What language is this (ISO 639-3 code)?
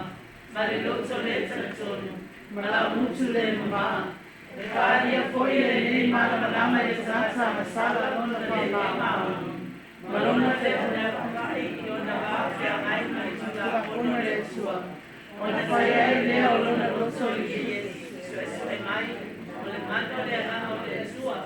smo